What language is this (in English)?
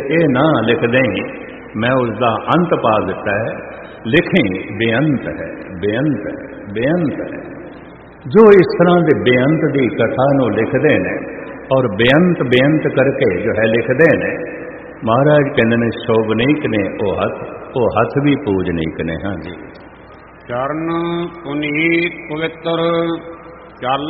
Punjabi